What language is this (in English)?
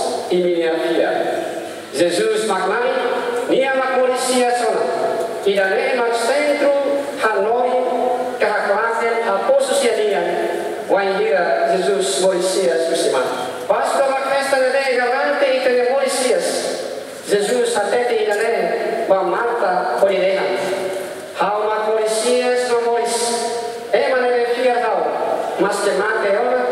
Tetum